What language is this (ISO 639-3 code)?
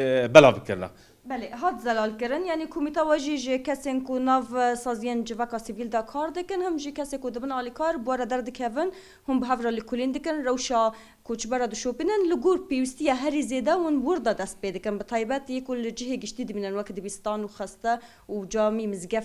kur